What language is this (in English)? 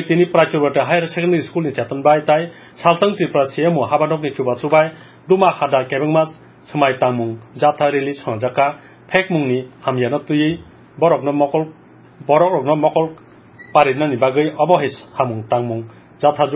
Kok Borok